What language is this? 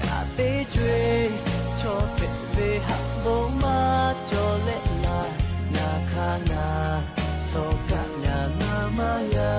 Lahu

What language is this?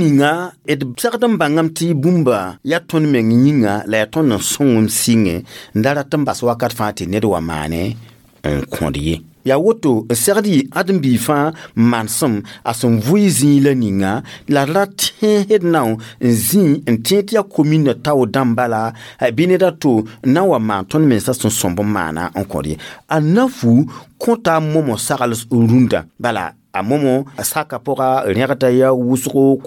Mossi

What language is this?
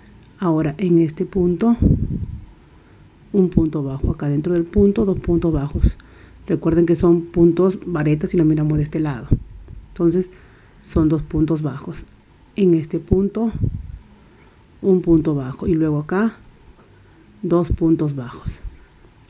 Spanish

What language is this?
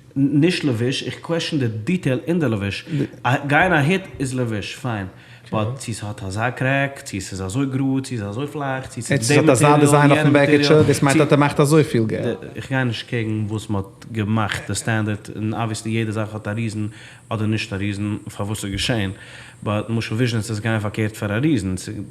Yiddish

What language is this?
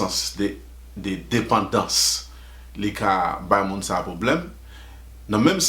Haitian Creole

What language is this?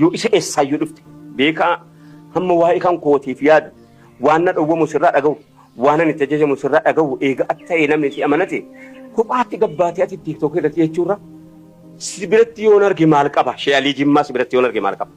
Oromo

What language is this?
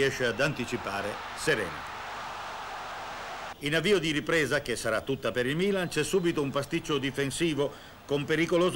Italian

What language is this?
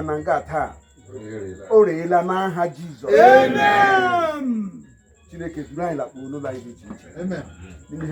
Igbo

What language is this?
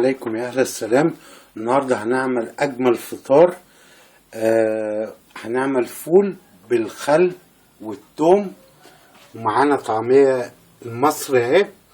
Egyptian Arabic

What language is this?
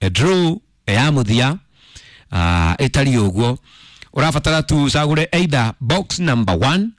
Kikuyu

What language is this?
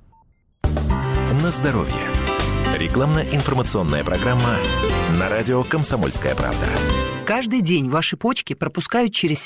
Russian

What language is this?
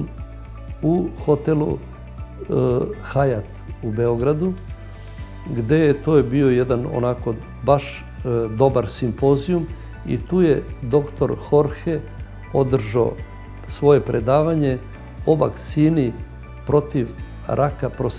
Serbian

